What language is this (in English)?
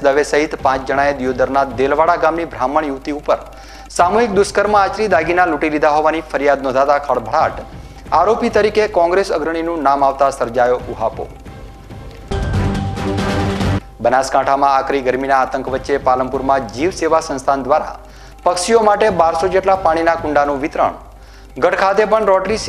Gujarati